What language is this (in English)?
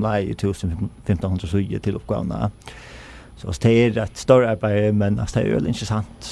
Faroese